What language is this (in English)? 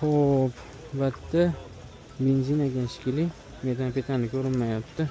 Uzbek